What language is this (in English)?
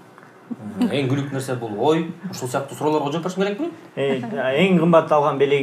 Kyrgyz